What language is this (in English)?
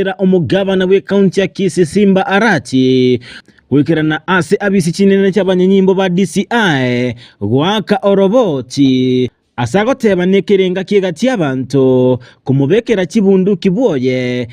Gusii